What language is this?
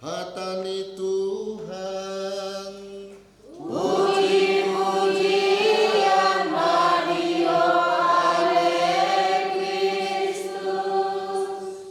Batak Toba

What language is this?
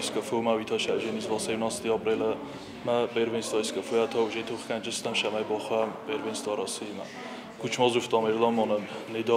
Ossetic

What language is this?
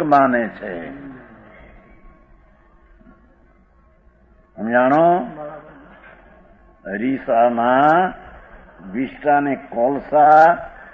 Gujarati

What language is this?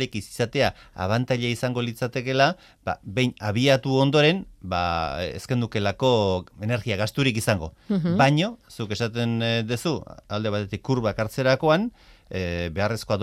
Basque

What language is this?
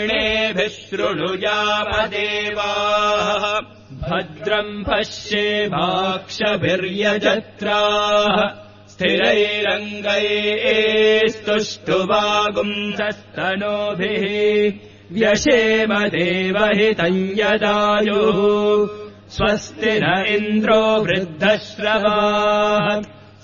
Sanskrit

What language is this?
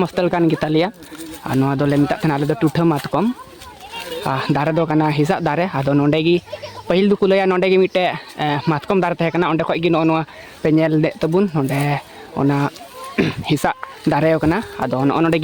Santali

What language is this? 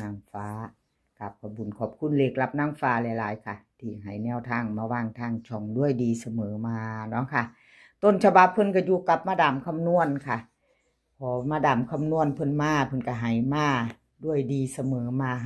Northeastern Thai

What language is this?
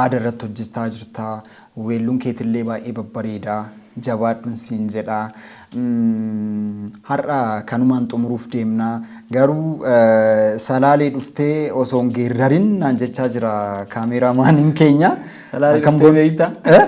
Oromo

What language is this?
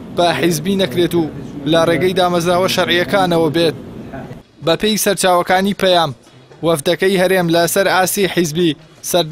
Central Kurdish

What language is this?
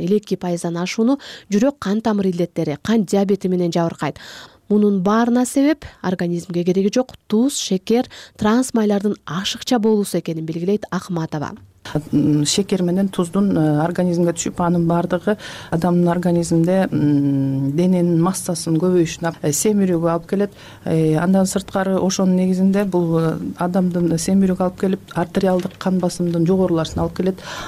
Kyrgyz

